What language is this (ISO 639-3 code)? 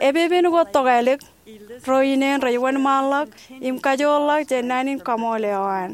mah